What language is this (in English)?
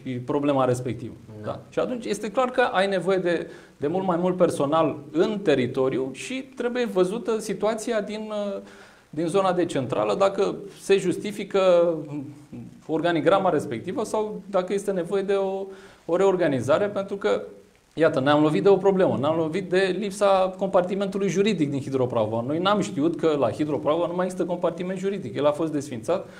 Romanian